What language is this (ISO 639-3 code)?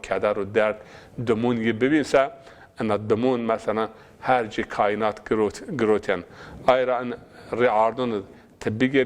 zza